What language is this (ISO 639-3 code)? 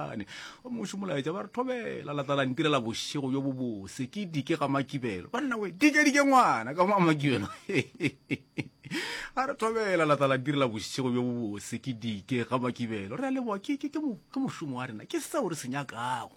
nso